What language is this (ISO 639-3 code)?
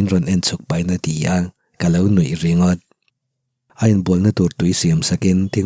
lus